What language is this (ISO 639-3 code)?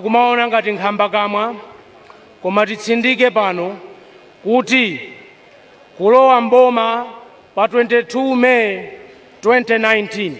nya